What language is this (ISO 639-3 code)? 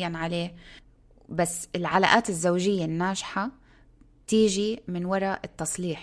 apc